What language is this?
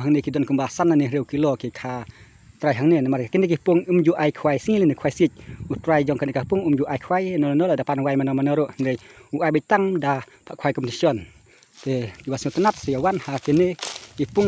Khasi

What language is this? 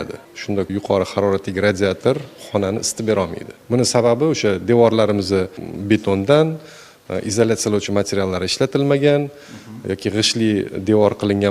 Uzbek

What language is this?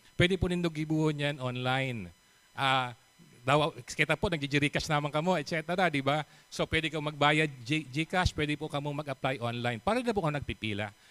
Bikol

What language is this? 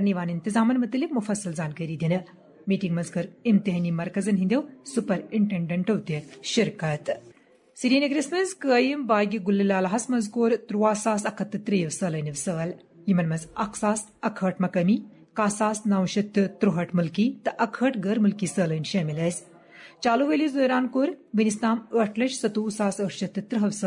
Kashmiri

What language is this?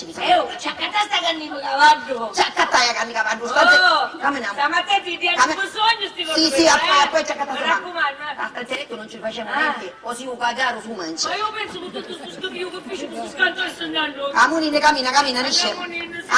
Sicilian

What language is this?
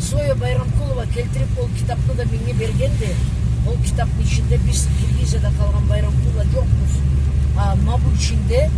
Karachay-Balkar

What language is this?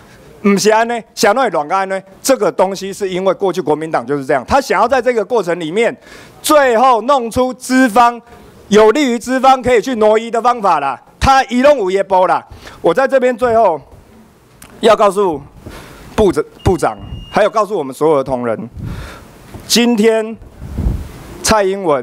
Chinese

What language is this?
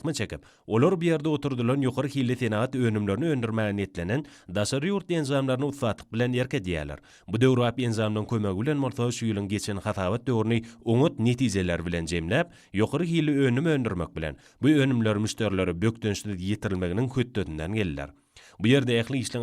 Turkmen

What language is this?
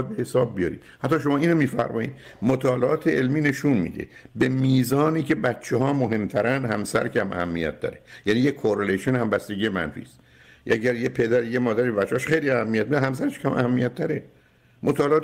Persian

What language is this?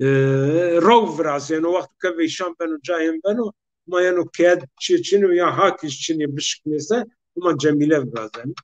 Zaza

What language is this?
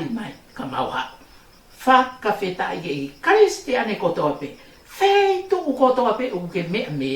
Tongan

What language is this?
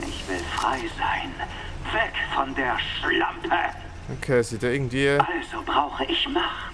Swiss German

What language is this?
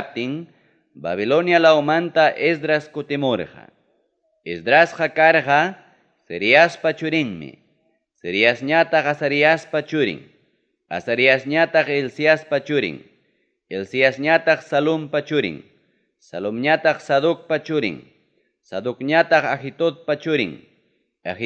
Ayacucho Quechua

